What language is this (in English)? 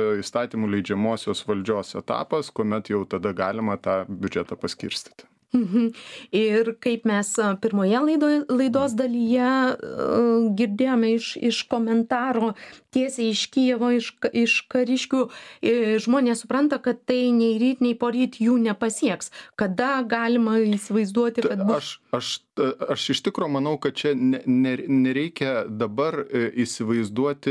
Lithuanian